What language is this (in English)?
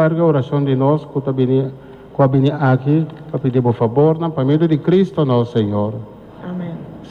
Papiamento